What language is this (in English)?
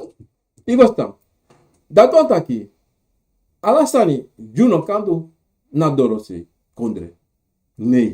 Sranan Tongo